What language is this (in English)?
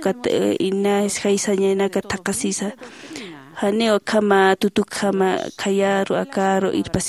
Aymara